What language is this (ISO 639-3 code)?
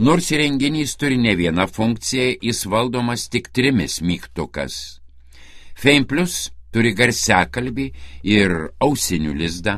lit